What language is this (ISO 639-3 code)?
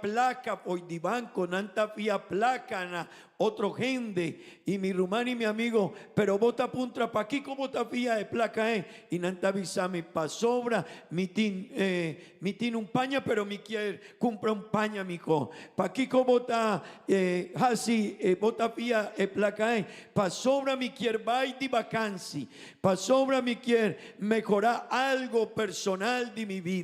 pap